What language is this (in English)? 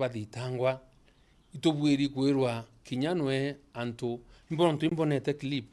Meru